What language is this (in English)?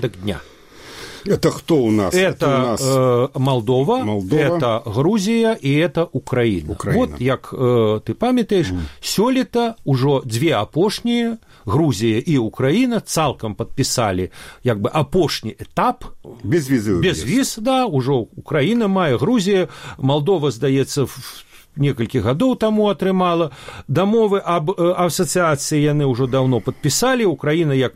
Belarusian